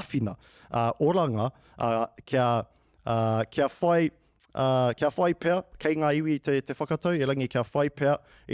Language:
Māori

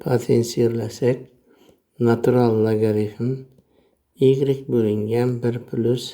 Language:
Uzbek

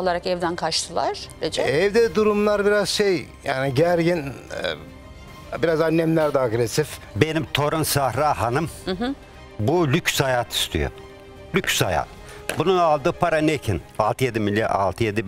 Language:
Turkish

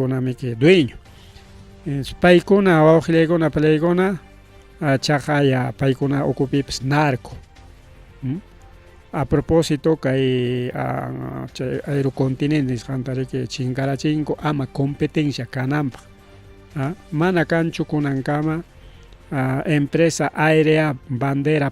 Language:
Ayacucho Quechua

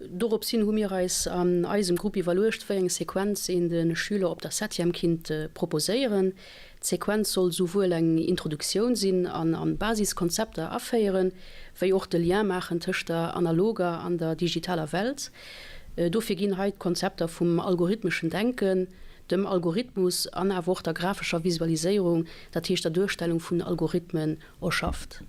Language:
Luxembourgish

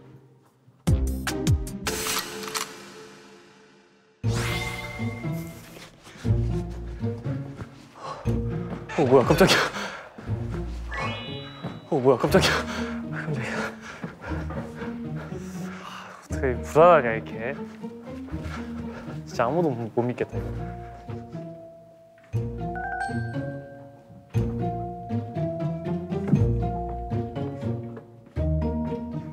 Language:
Korean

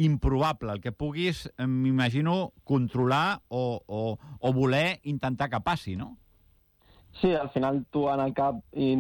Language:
Catalan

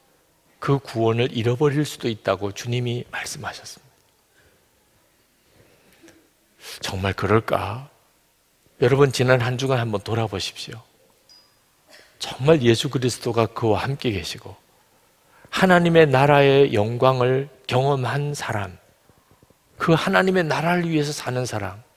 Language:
Korean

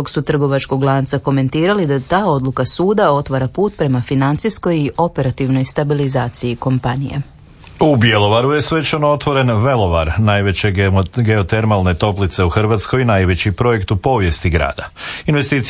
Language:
Croatian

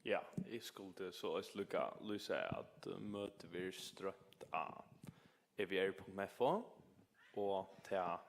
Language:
Faroese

